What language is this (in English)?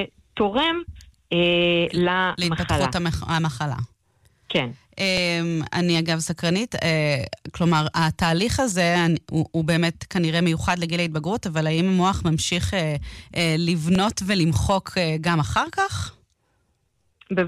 Hebrew